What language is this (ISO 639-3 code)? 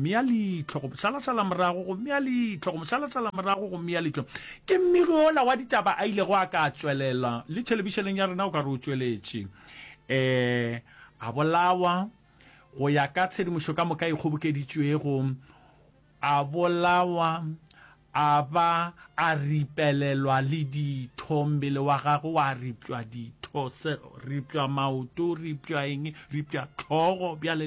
nso